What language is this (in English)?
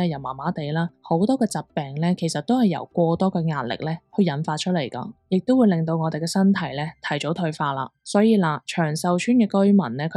Cantonese